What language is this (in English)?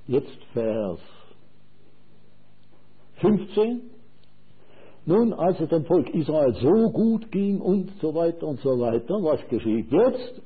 German